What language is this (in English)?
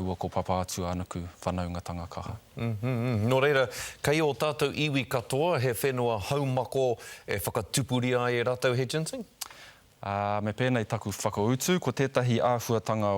Māori